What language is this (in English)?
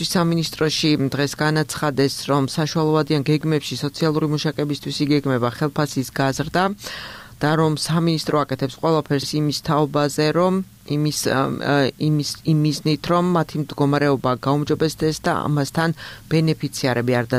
Georgian